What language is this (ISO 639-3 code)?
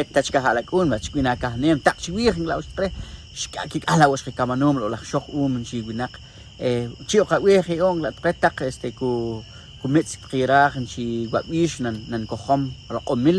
poh